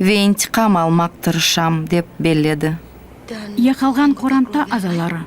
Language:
Crimean Tatar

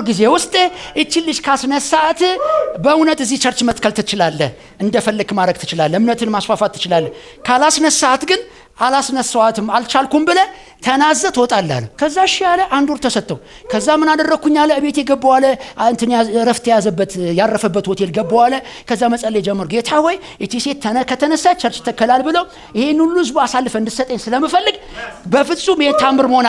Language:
Amharic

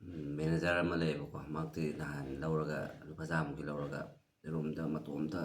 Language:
Manipuri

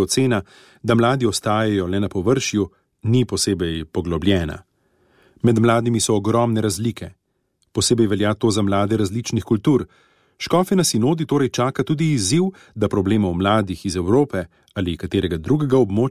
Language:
Slovenian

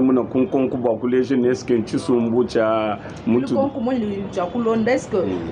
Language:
Luba-Lulua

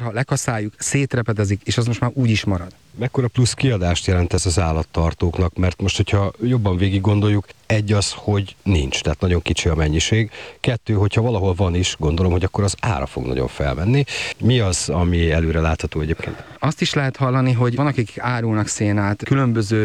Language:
Hungarian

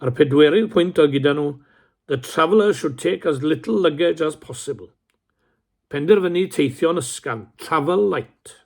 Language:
Welsh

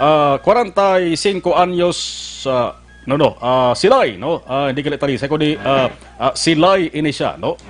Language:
Hiligaynon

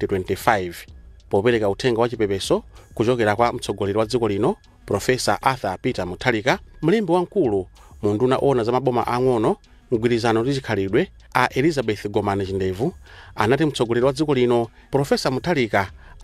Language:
Nyanja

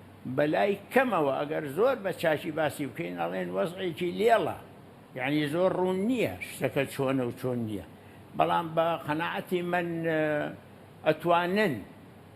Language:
Central Kurdish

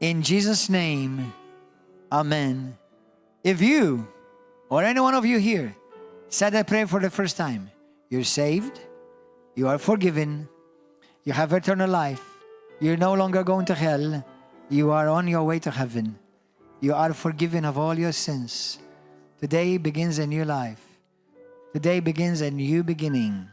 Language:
English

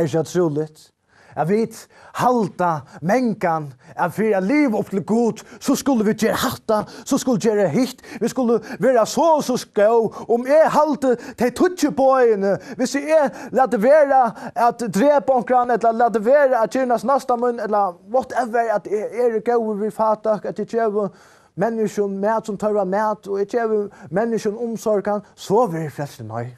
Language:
Faroese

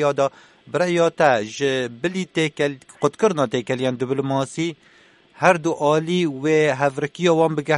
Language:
Kurdish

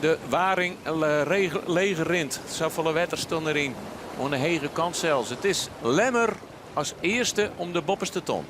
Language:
Western Frisian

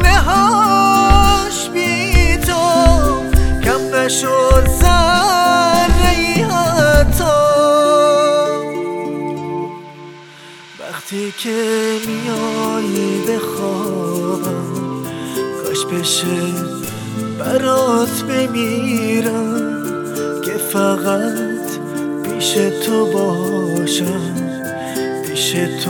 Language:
Persian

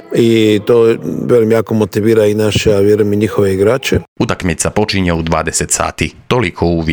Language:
Croatian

